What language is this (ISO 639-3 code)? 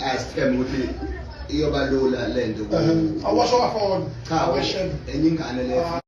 zul